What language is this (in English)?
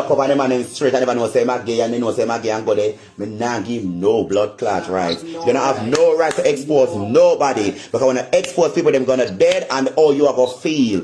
Jamaican Creole English